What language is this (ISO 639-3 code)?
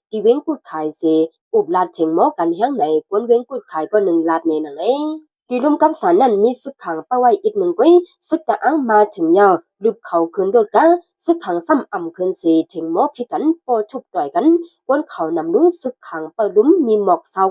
shn